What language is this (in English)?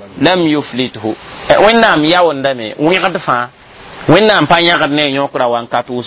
Mossi